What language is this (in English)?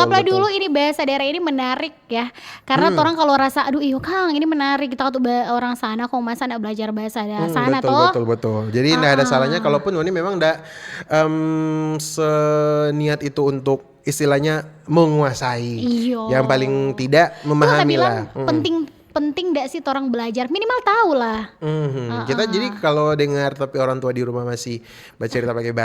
Manado Malay